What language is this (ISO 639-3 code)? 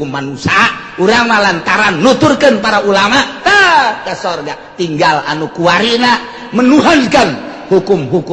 sun